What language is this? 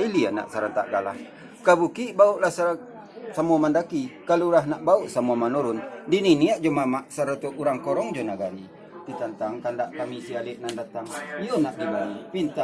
Minangkabau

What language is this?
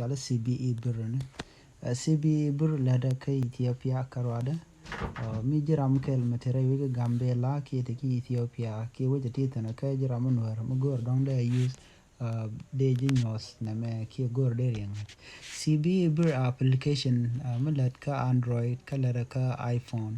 Nuer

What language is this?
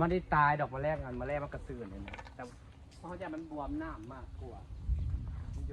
Lao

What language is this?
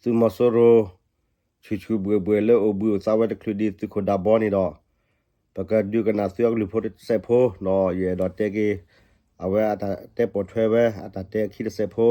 S'gaw Karen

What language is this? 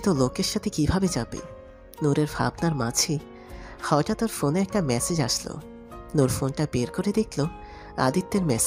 Bangla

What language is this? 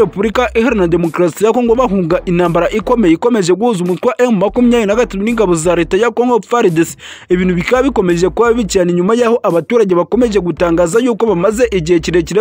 Kinyarwanda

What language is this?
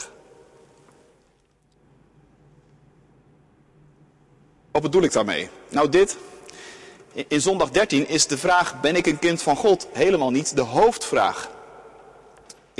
Dutch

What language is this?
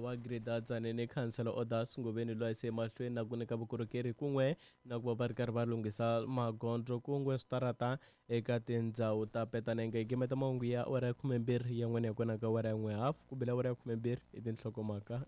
Tsonga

